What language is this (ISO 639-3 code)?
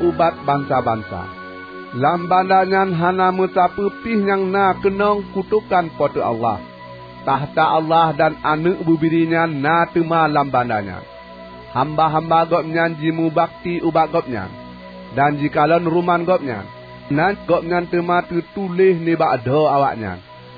ace